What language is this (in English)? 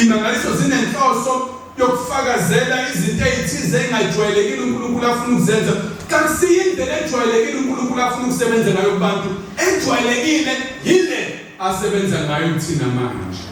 Zulu